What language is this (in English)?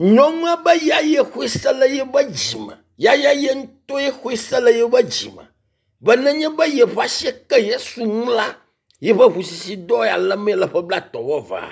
Ewe